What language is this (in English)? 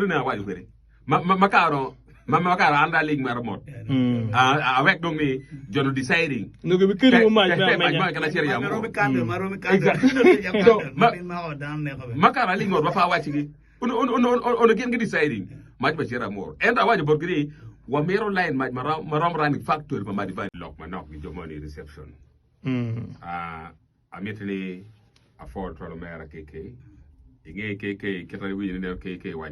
Acoli